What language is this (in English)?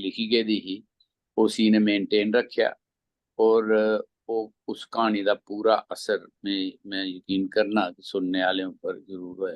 Dogri